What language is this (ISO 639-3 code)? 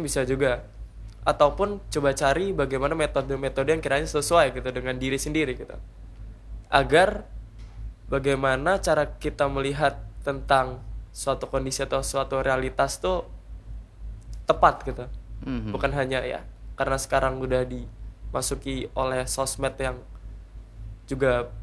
ind